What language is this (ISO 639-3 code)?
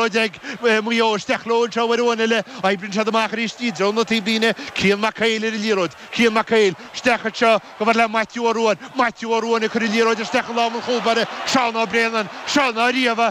gle